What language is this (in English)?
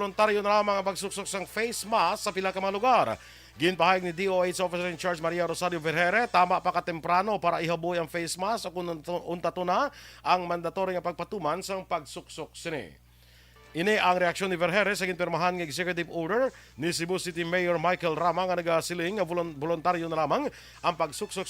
Hiligaynon